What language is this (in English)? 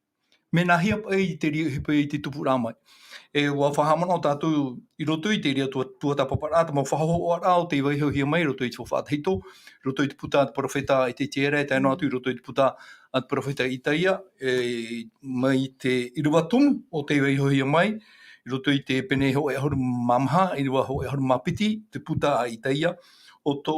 Tahitian